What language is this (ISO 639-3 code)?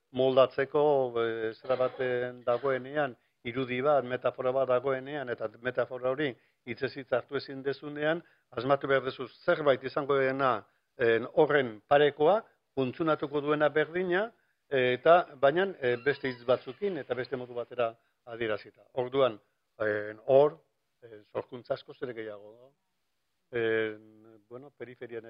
eus